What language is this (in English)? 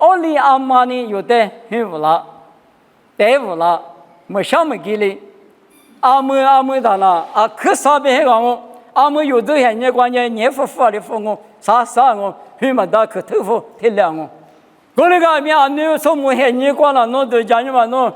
Lisu